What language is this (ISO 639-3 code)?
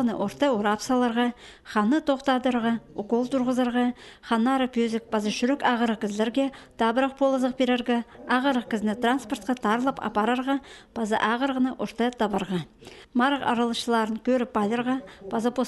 kjh